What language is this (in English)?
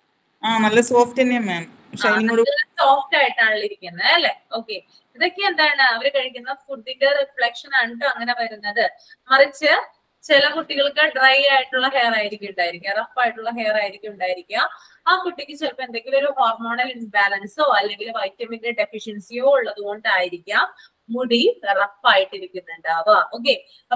Malayalam